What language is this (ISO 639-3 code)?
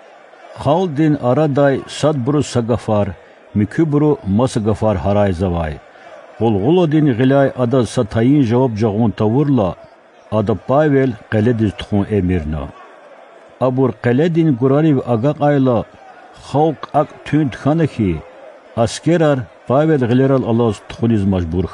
lez